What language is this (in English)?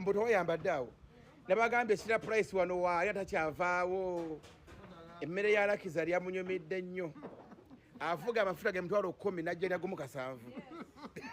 Ganda